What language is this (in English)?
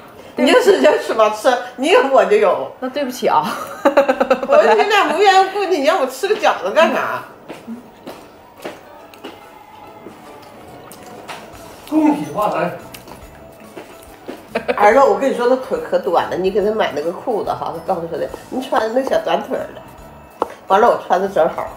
Chinese